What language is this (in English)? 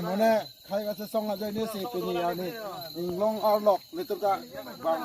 Karbi